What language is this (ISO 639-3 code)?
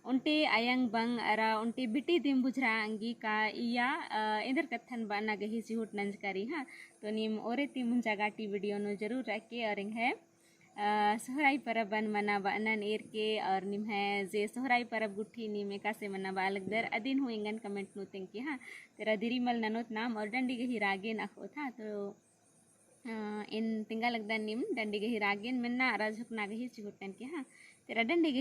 kru